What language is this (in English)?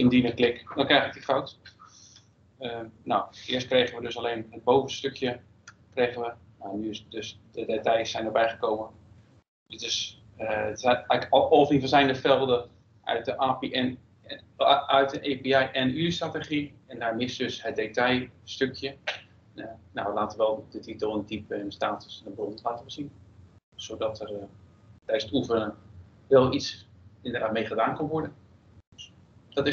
Dutch